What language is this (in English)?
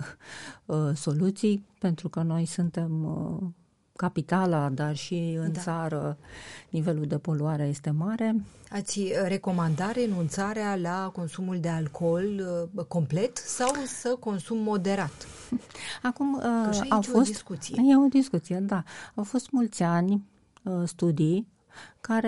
Romanian